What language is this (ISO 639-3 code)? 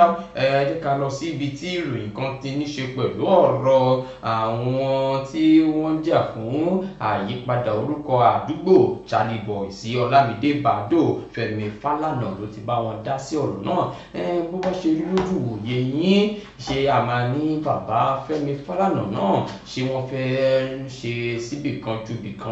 yor